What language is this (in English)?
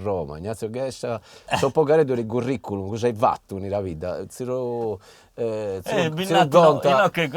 Sardinian